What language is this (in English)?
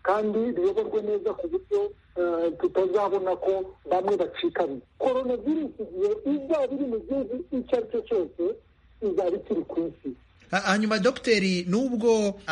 Kinyarwanda